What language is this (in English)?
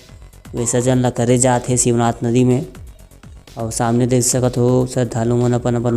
Chhattisgarhi